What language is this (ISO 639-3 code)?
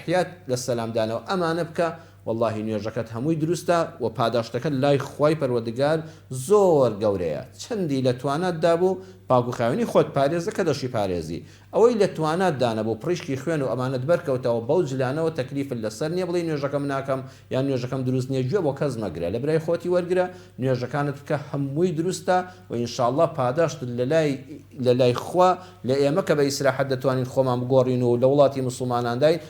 ckb